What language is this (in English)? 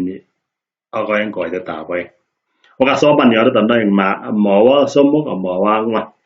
Kalenjin